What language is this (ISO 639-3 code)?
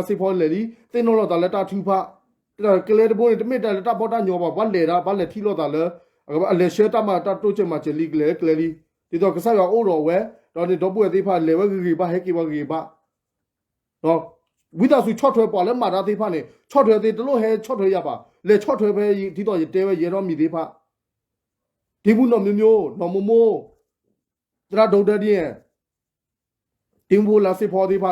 ksw